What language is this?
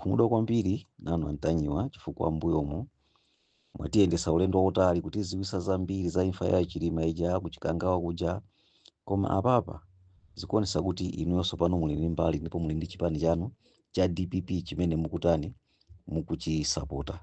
Nyanja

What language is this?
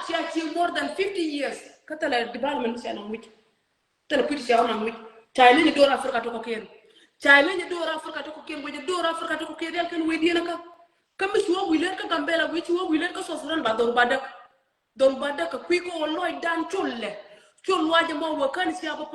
Nuer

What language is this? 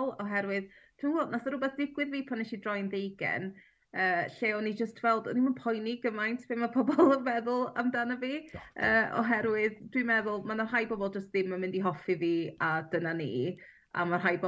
Welsh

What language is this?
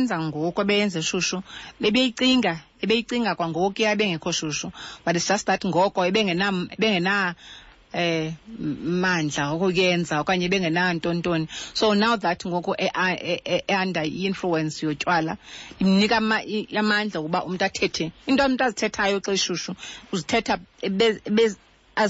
Xhosa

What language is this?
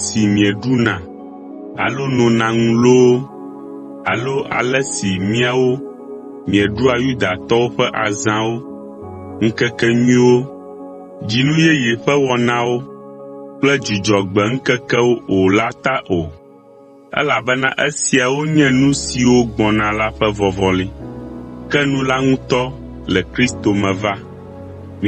Ewe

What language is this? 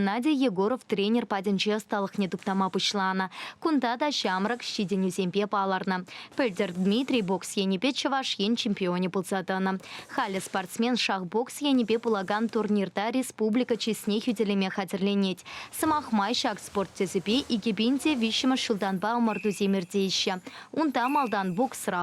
Chuvash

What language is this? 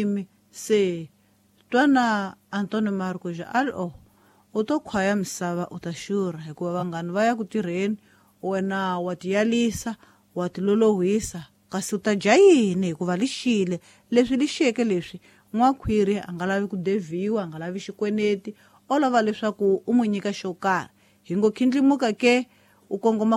Tsonga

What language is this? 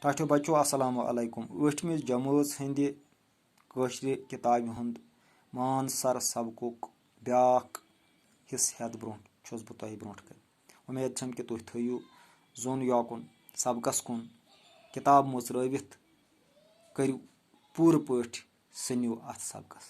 Kashmiri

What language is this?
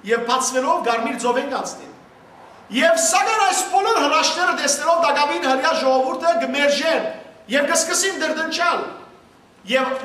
Western Armenian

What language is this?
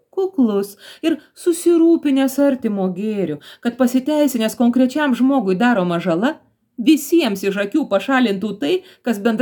Lithuanian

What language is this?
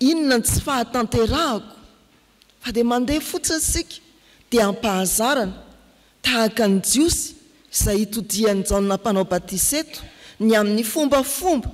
Malagasy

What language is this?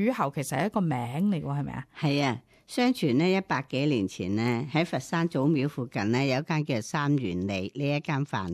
Cantonese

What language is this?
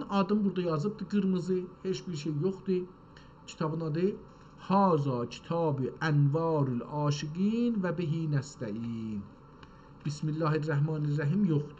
South Azerbaijani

